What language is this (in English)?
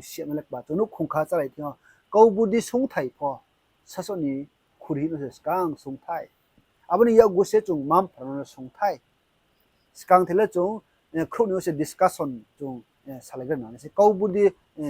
Riang (India)